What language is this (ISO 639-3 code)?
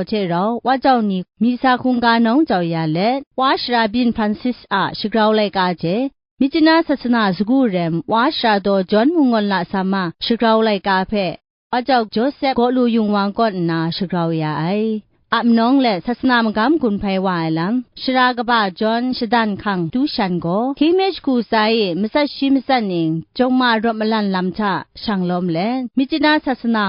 kac